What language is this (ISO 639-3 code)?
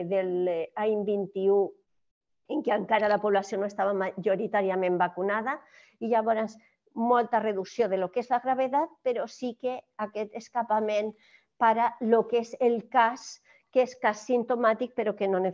cat